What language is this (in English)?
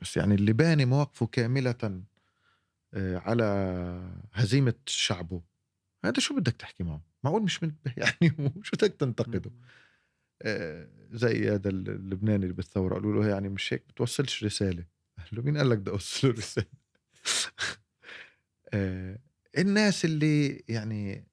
North Levantine Arabic